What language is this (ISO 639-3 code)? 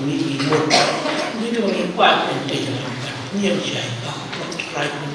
kha